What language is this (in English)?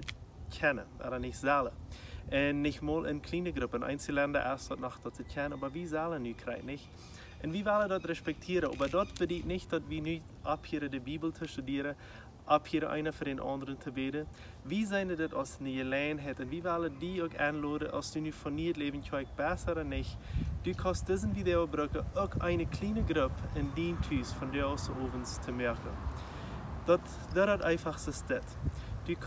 Plautdietsch